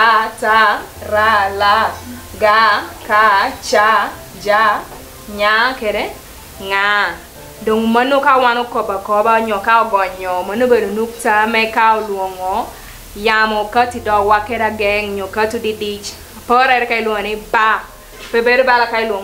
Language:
Lango (Uganda)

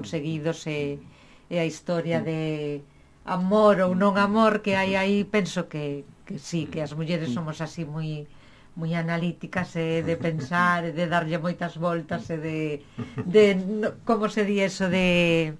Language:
Galician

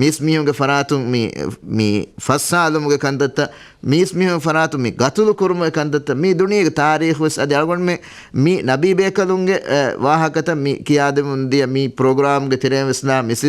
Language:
Divehi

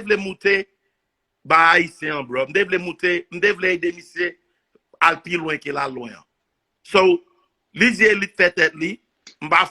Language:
Haitian Creole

